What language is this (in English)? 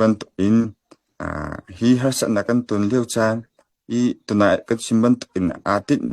Hakha Chin